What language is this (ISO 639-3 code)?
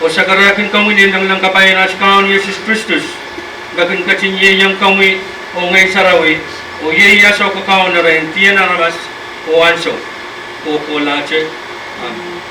pon